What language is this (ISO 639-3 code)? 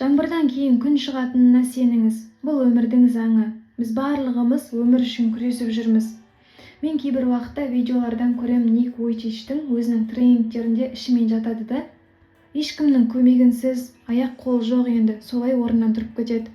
kaz